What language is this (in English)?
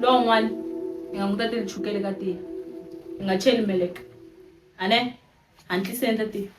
Tsonga